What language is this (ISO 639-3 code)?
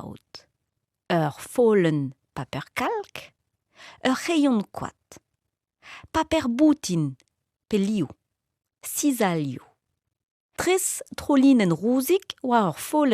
bre